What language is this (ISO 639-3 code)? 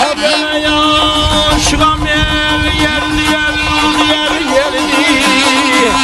azb